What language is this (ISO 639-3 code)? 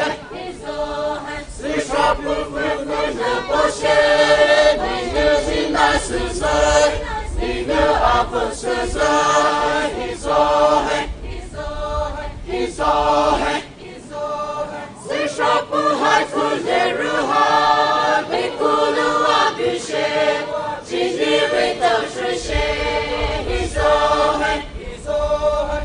pmx